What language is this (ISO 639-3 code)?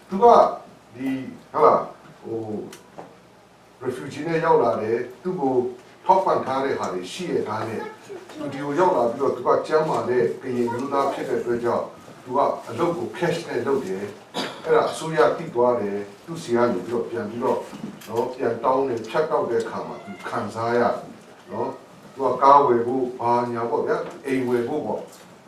mya